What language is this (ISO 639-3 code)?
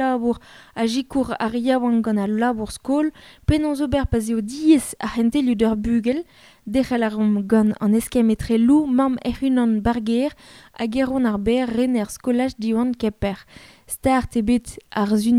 bre